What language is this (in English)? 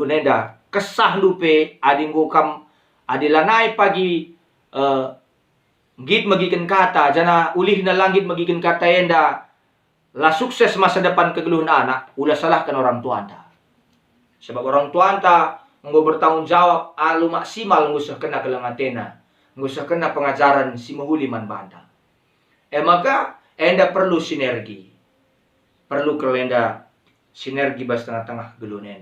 Batak Karo